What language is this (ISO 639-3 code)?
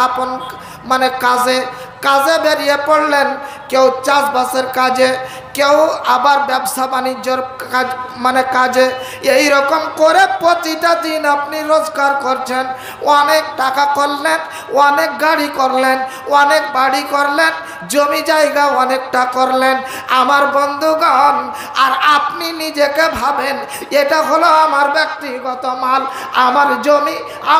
ben